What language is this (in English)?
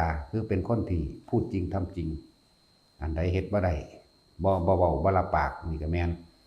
Lao